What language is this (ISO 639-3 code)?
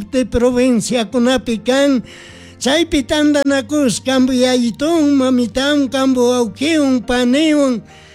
qug